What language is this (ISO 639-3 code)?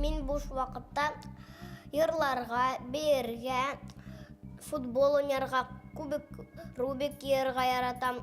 bak